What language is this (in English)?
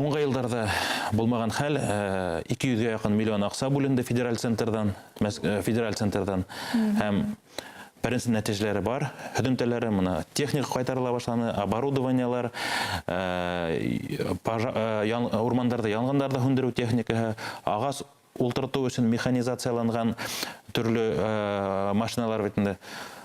Bashkir